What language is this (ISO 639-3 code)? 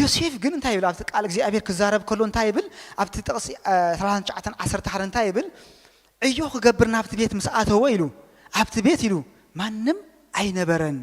tir